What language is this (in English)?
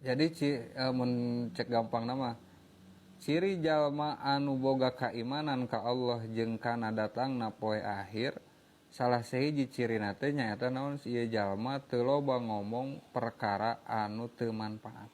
Sundanese